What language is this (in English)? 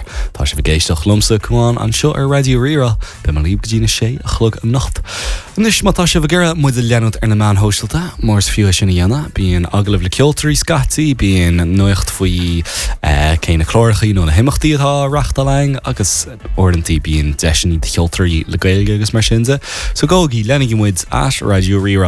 Irish